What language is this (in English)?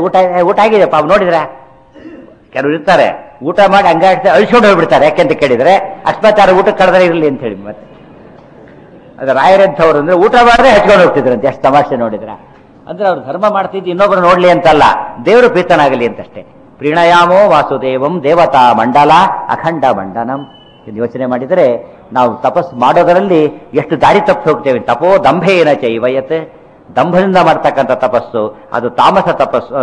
Kannada